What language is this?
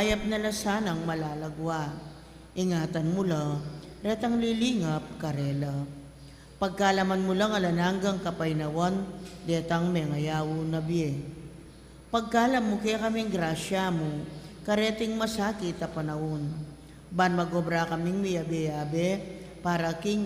Pampanga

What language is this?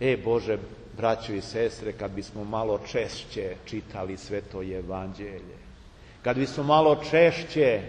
Serbian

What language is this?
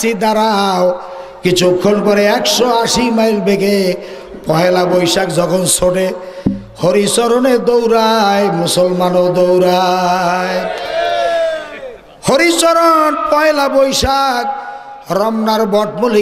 Bangla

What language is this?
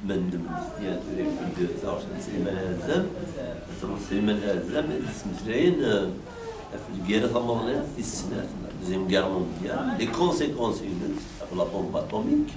Kabyle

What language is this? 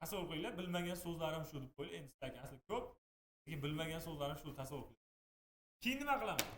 Uzbek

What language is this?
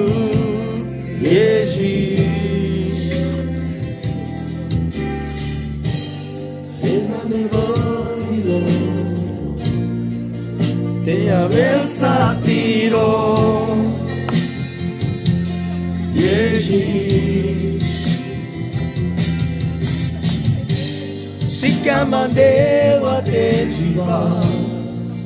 Carpathian Romani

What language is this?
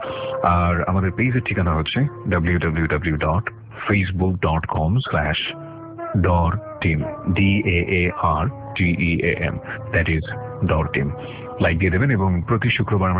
Bangla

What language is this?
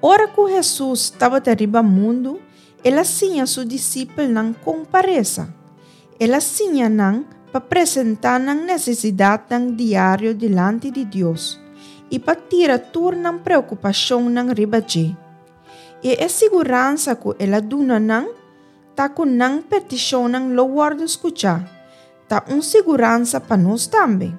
Papiamento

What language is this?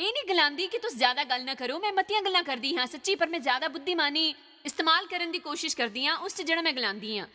Dogri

